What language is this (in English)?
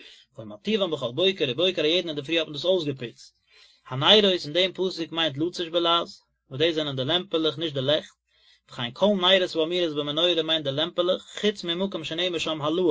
Yiddish